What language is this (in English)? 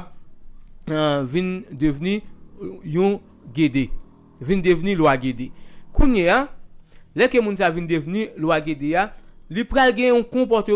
Haitian Creole